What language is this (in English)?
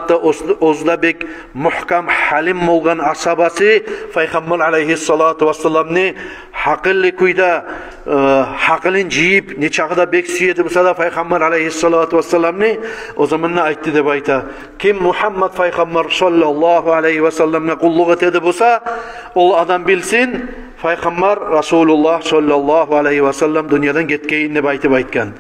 Kumyk